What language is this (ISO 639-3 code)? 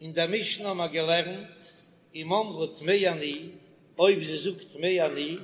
yid